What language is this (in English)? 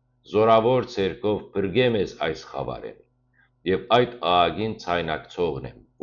Western Armenian